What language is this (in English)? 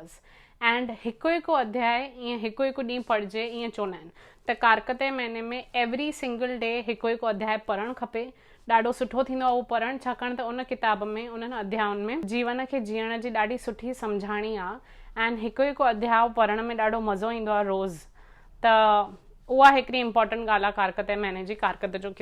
Sindhi